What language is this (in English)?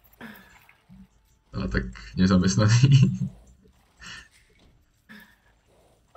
Slovak